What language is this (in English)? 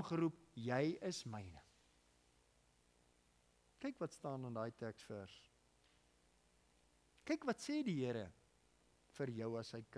Afrikaans